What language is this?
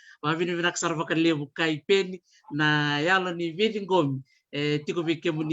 Fijian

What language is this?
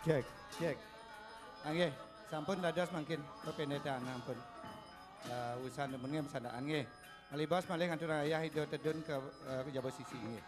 Balinese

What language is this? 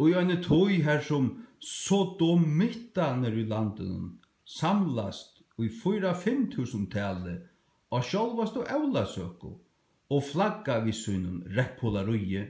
Faroese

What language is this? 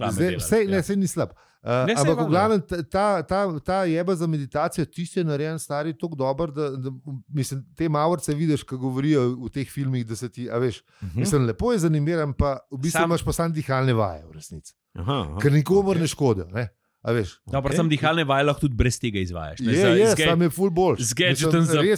Slovenian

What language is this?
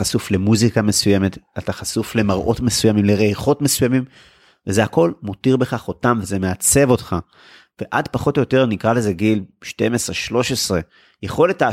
Hebrew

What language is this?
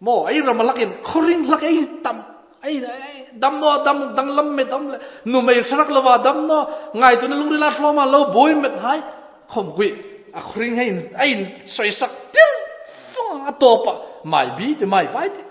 Hmar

